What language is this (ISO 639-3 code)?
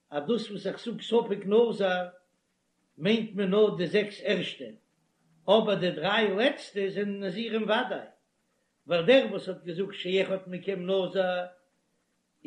yid